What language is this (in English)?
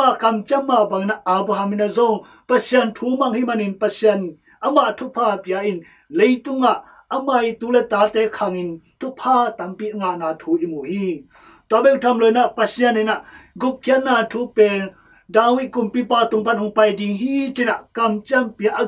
Tedim Chin